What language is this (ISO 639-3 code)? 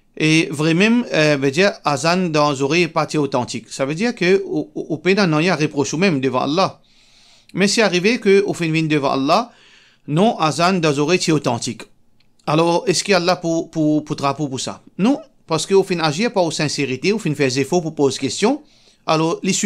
mfe